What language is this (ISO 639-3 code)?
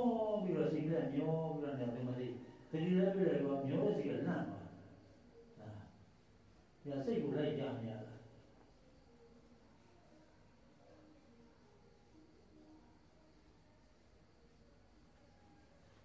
mya